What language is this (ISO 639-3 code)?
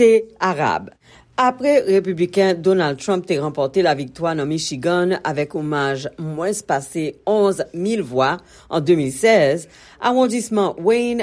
hat